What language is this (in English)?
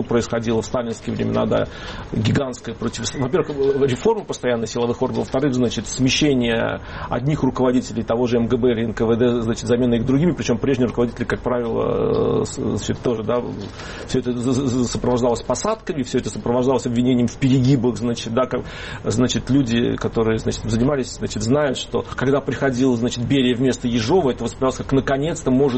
Russian